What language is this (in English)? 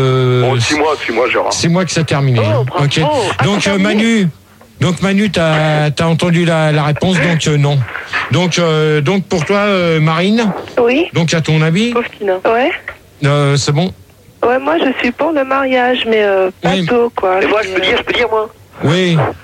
French